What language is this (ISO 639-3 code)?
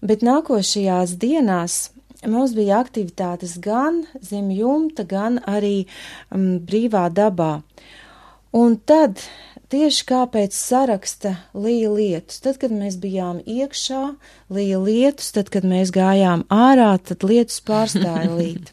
lav